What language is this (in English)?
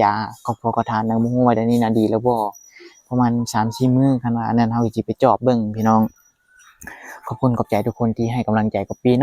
Lao